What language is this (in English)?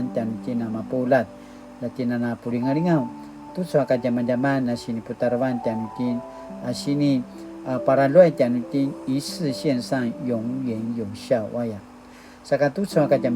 Paiwan